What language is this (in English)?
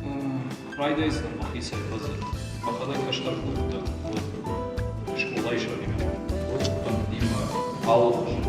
Ossetic